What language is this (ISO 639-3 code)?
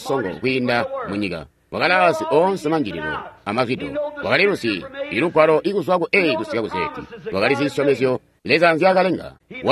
toi